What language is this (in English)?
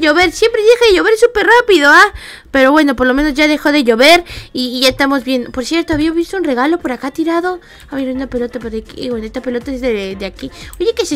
Spanish